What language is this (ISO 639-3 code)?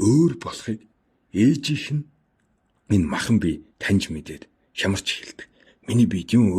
mon